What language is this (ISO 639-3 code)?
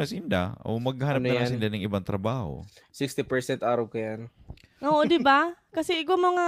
bik